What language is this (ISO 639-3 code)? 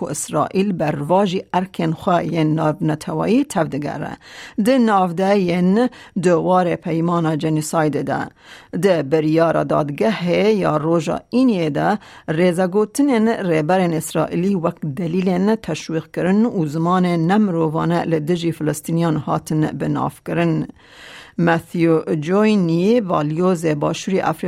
kur